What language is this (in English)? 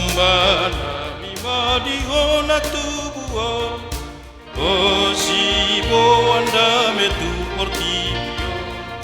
Batak Toba